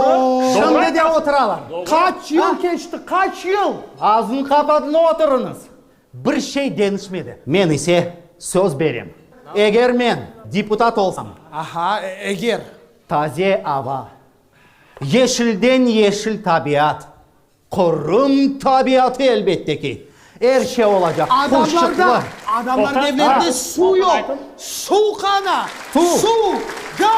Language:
Crimean Tatar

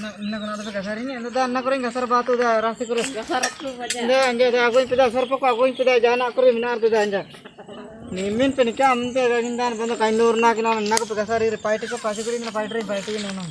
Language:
Ho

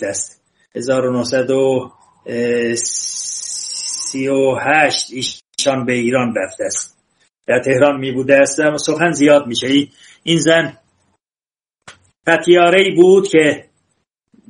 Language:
Persian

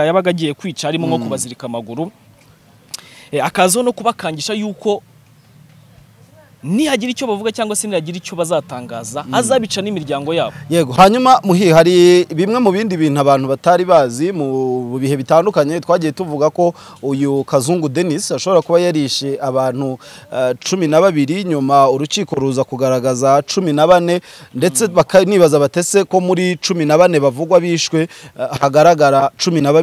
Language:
Kinyarwanda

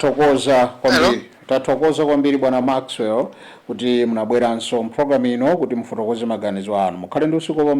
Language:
Nyanja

